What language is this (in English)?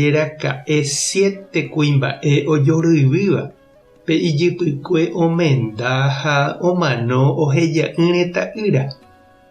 Guarani